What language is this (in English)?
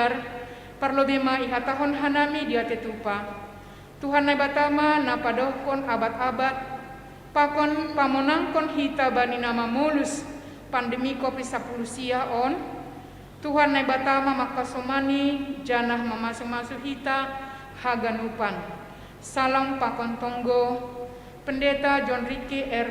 Batak Simalungun